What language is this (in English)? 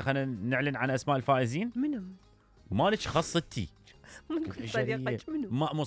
Mesopotamian Arabic